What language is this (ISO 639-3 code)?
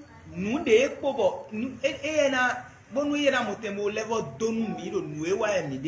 fon